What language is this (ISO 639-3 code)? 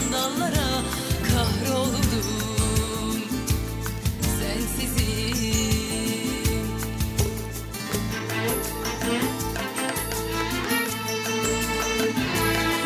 tur